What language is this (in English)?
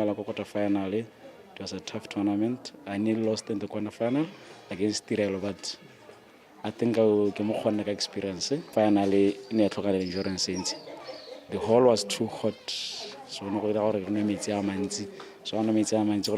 Tswana